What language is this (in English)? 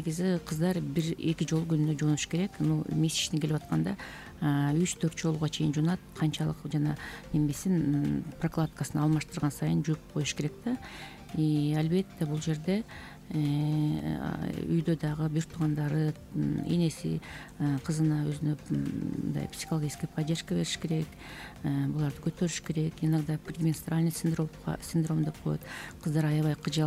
Kyrgyz